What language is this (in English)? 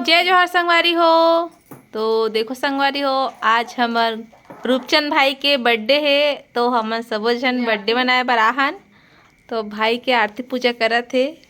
Chhattisgarhi